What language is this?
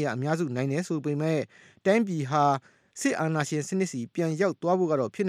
Burmese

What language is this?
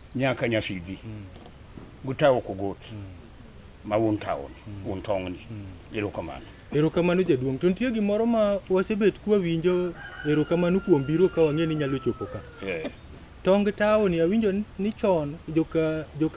Luo (Kenya and Tanzania)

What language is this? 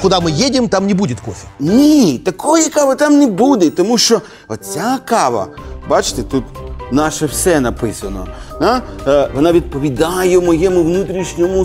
Ukrainian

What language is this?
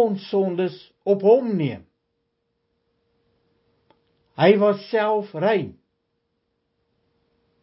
Afrikaans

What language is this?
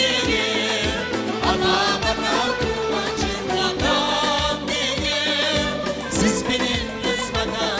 Kara-Kalpak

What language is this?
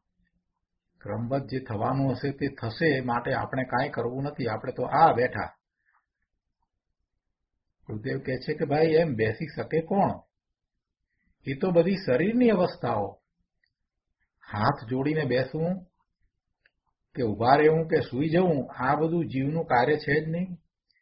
Gujarati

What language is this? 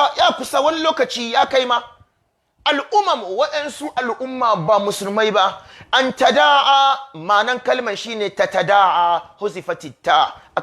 Hausa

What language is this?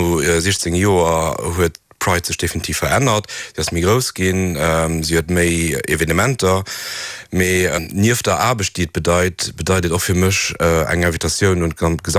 Luxembourgish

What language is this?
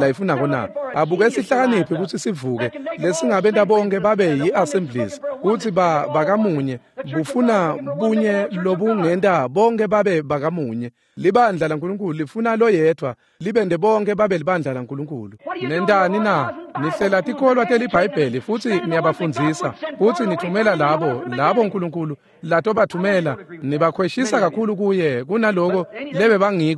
Swati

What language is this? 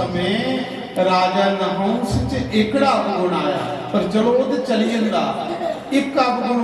Dogri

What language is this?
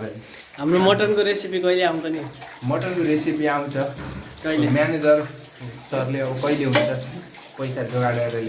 Nepali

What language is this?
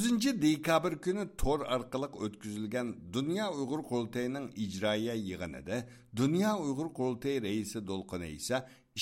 Uyghur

